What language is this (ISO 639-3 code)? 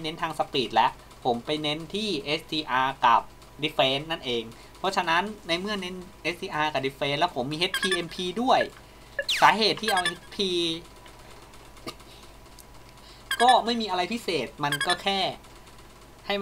tha